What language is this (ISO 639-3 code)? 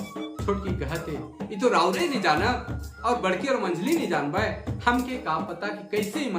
sck